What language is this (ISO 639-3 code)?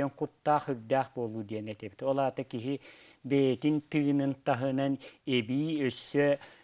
sah